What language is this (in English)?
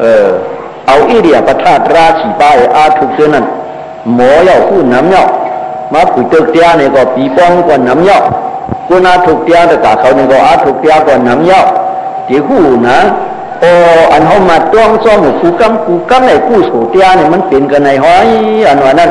Shan